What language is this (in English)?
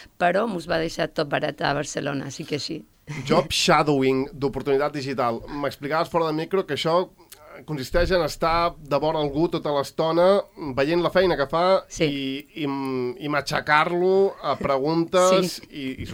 Catalan